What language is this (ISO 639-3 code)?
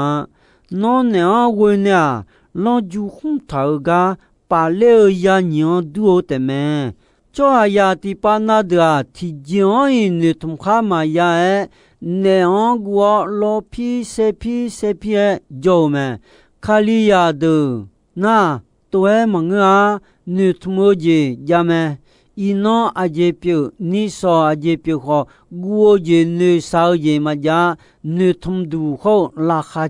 ahk